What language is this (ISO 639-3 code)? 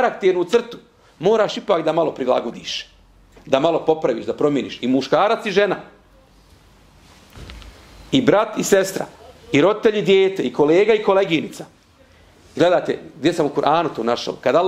bos